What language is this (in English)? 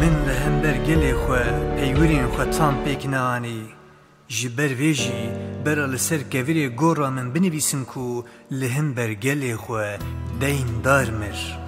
Kurdish